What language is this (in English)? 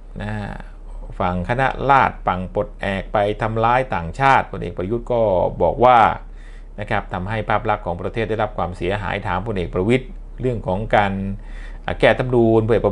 Thai